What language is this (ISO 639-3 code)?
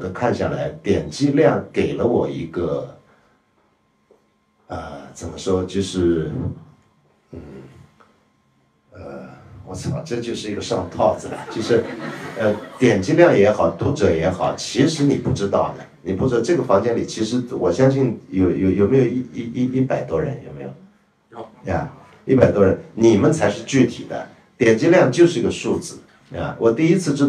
zho